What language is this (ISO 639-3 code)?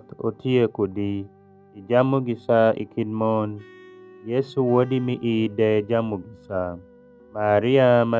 alz